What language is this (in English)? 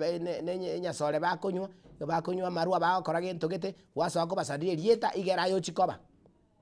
Gusii